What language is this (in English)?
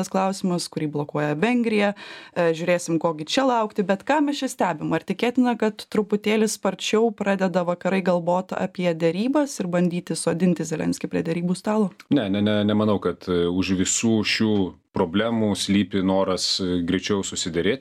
Lithuanian